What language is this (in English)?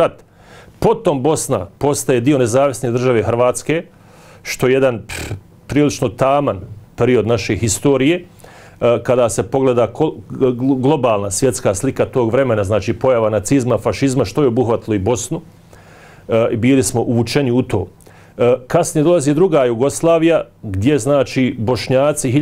Bosnian